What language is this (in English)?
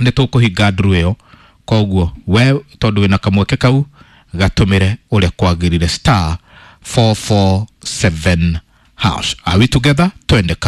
Kikuyu